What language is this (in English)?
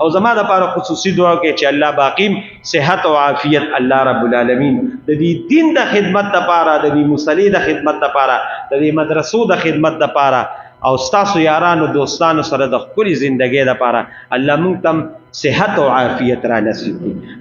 Pashto